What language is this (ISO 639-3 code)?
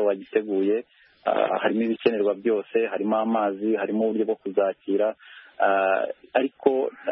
kin